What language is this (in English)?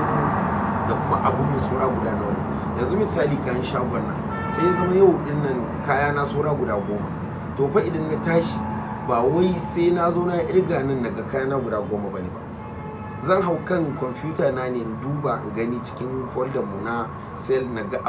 Hausa